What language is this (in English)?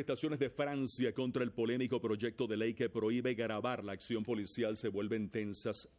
Spanish